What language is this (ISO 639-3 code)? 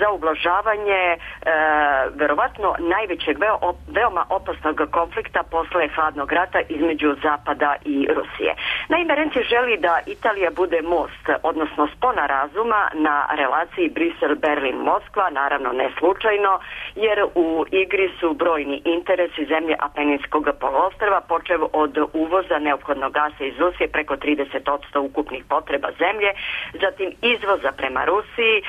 srp